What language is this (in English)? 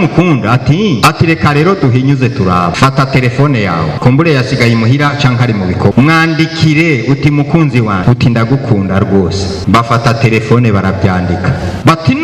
Rundi